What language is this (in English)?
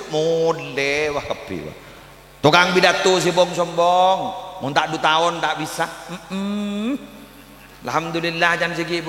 Madurese